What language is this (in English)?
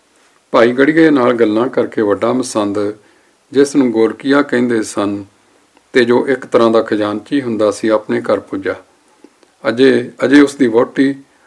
Punjabi